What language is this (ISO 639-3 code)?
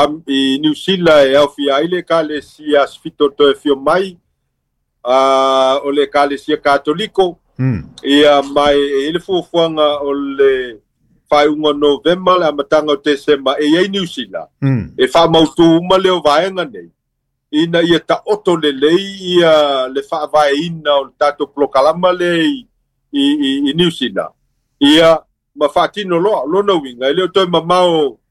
smo